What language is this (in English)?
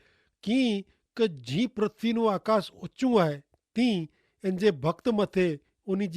Kachhi